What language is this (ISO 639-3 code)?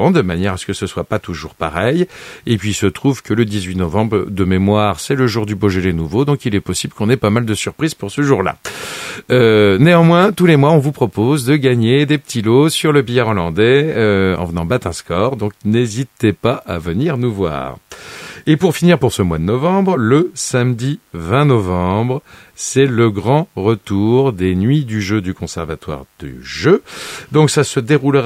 fra